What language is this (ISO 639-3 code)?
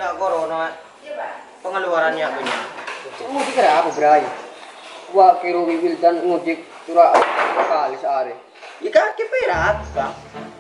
mad